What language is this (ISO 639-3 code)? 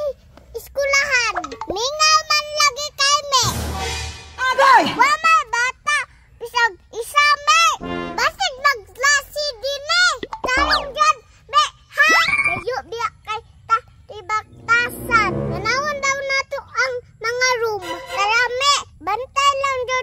ceb